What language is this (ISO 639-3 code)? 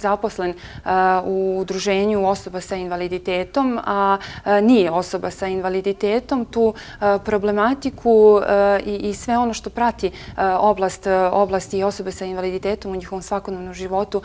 srp